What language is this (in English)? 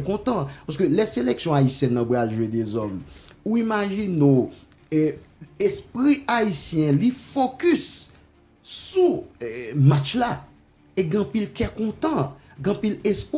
Haitian Creole